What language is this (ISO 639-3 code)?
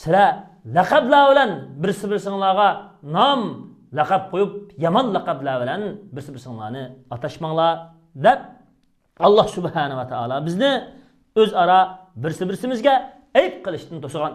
uig